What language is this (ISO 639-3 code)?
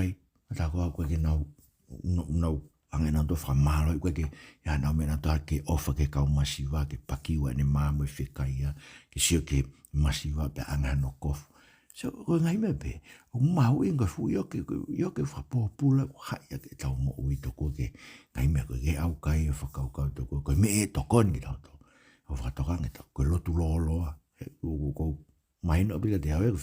ton